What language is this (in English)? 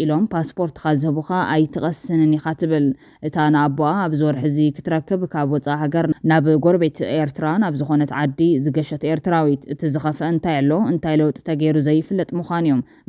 Tigrinya